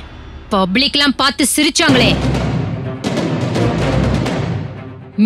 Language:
Tamil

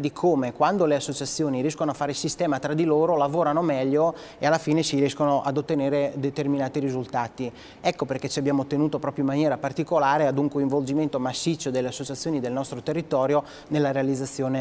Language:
Italian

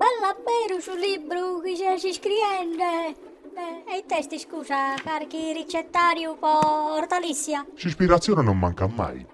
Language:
Sardinian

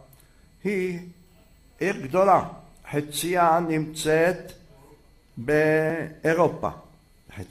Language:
Hebrew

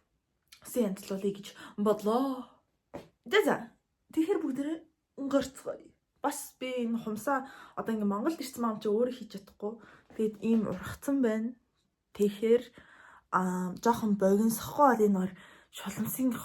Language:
Mongolian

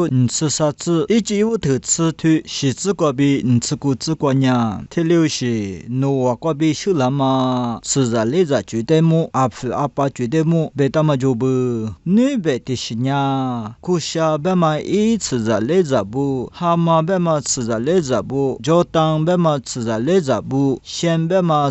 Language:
Lisu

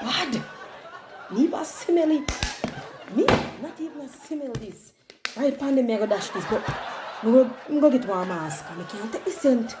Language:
Jamaican Creole English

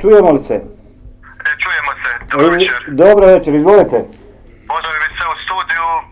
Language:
Bosnian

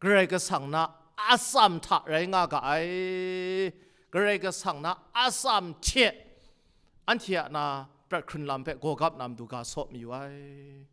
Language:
Kachin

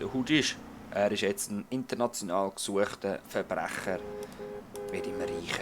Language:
Swiss German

